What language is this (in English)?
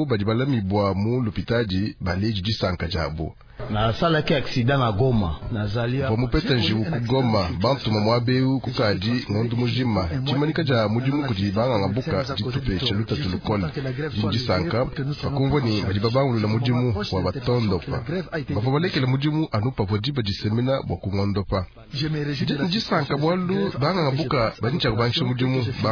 Luba-Lulua